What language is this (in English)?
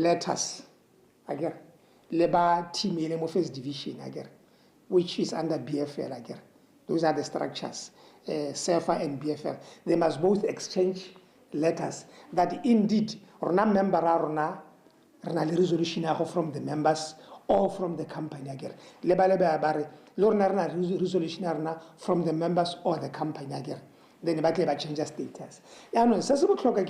Tswana